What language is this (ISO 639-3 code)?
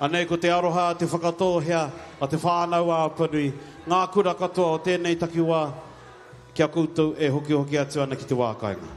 mri